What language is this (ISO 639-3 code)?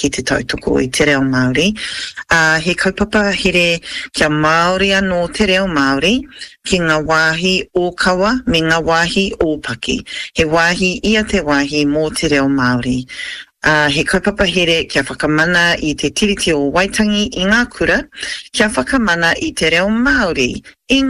mri